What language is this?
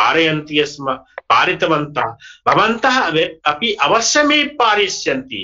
Sanskrit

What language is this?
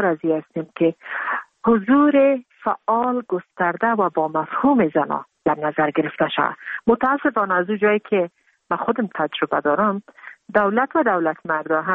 Persian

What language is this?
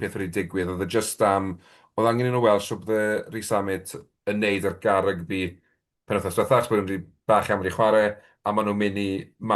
Welsh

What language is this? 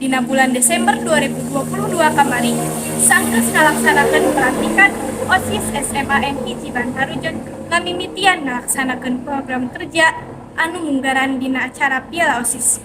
Sundanese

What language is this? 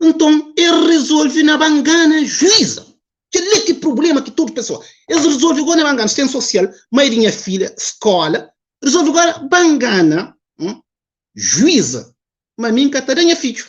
Kabuverdianu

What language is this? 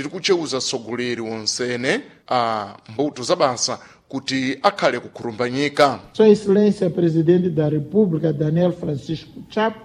Sena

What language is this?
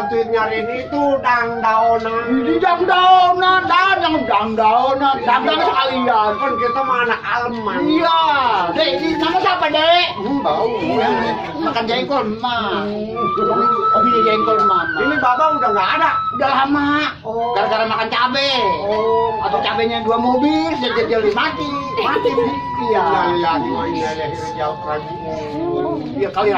Betawi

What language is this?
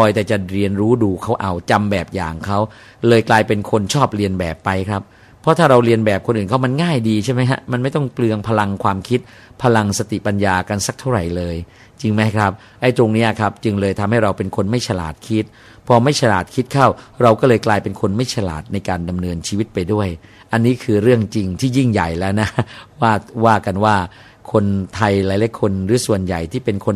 Thai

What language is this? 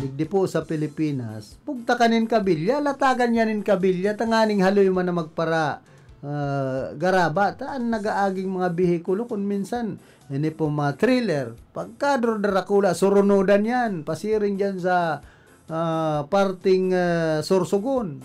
Bikol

